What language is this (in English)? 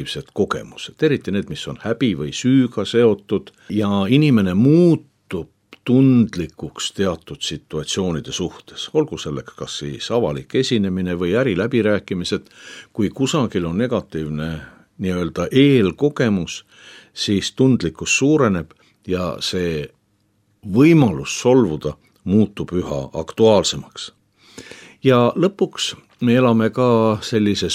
Estonian